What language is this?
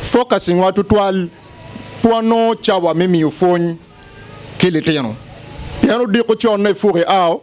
Acoli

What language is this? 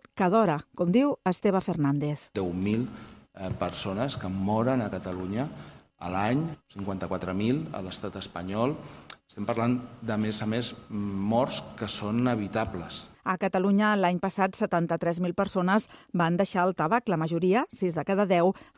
Catalan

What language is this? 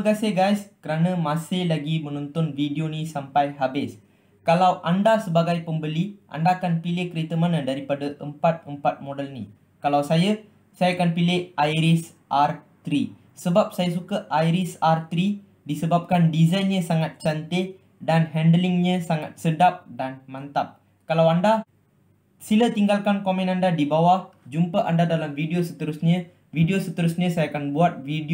Malay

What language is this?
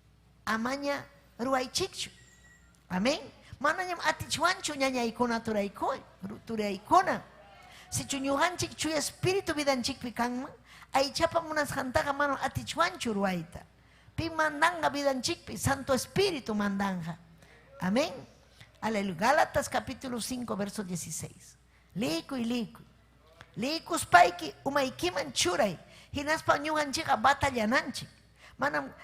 Ayacucho Quechua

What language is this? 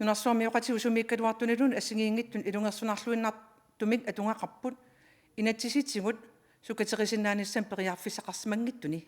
Kalaallisut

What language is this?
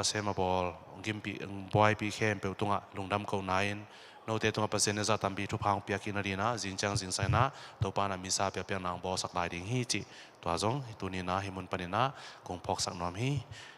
Tedim Chin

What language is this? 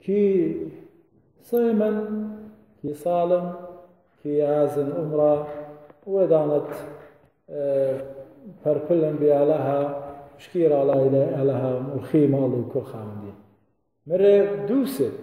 Assyrian Neo-Aramaic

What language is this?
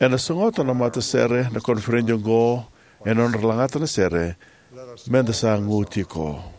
Fijian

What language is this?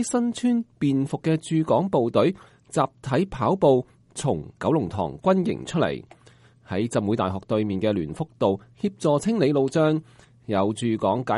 Cantonese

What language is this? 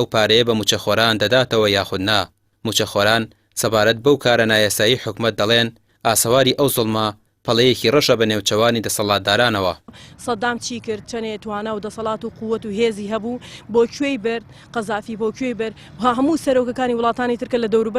Central Kurdish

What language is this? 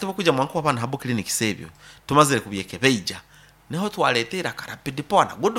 Nyoro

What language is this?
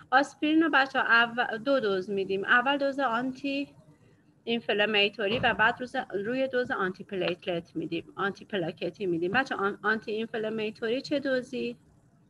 Persian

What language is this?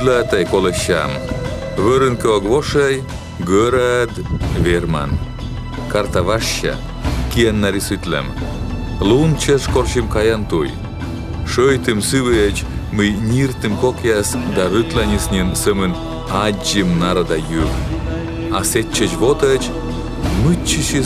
Komi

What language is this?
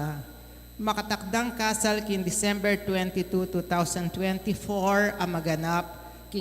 Pampanga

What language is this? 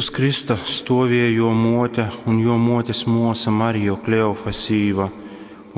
Latgalian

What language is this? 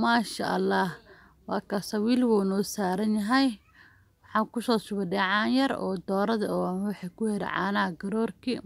Somali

